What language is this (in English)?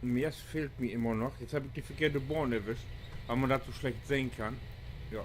Low German